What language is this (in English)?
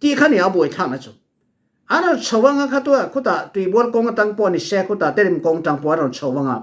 Falam Chin